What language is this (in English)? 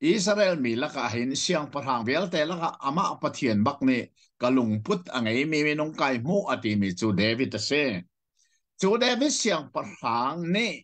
Hakha Chin